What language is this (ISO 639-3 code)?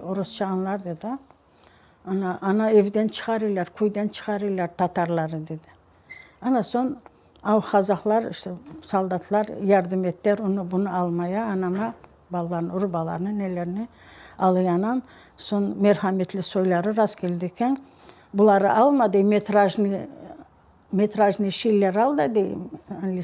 crh